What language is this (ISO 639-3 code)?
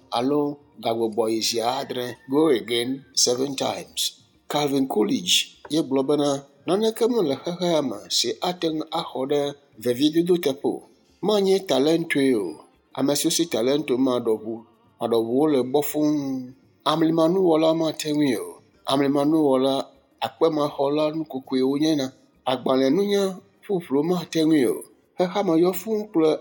ewe